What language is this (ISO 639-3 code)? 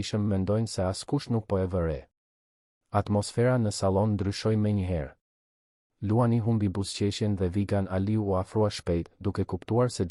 sqi